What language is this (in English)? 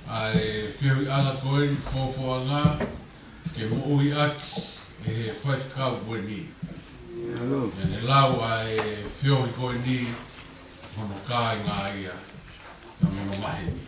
Tongan